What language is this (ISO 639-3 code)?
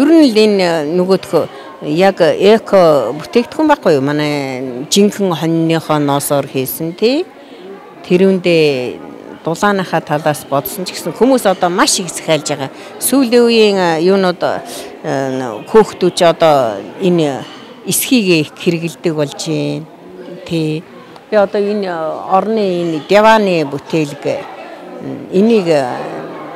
mon